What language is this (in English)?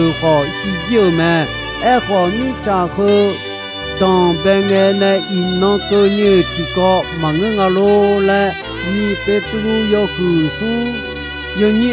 Akha